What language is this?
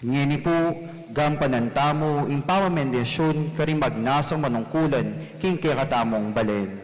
Pampanga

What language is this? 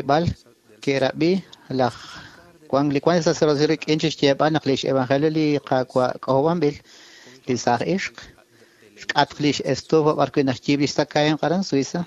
Kekchí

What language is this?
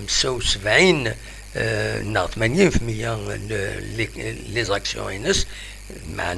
Kabyle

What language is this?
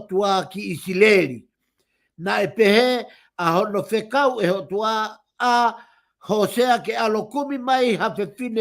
Tongan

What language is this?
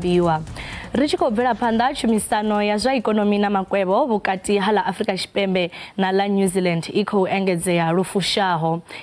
Venda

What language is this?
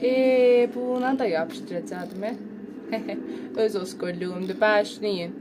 South Azerbaijani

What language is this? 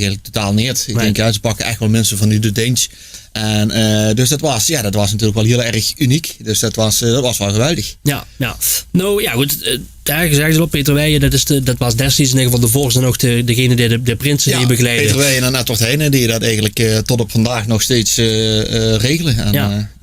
Limburgish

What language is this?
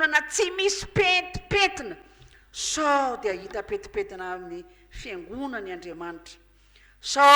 Malagasy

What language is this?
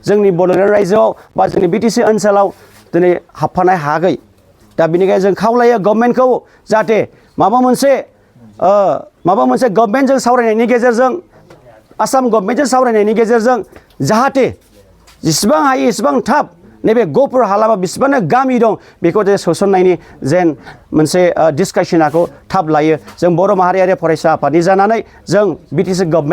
Bodo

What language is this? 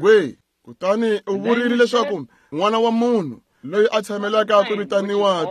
Tsonga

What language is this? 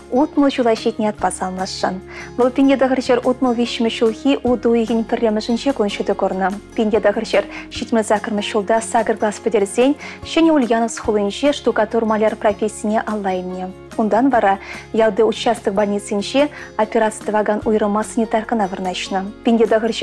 Chuvash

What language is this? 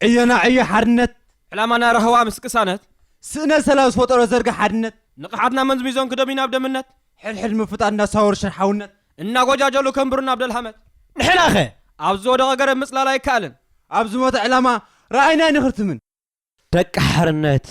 Tigrinya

